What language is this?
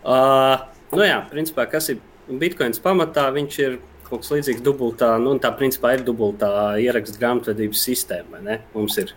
Latvian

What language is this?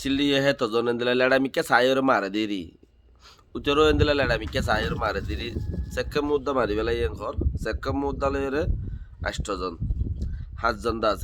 Rohingya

